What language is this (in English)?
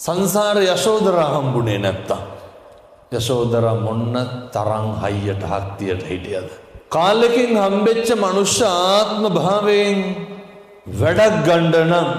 Sinhala